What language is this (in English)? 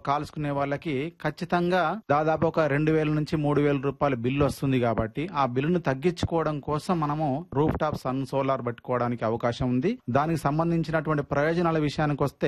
Telugu